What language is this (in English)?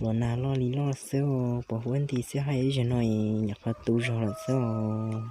Hmong